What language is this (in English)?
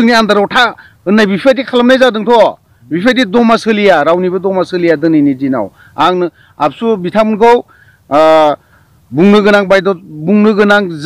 Bodo